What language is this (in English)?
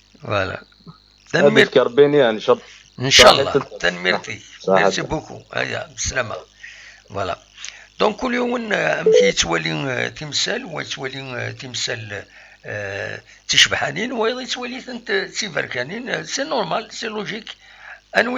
Kabyle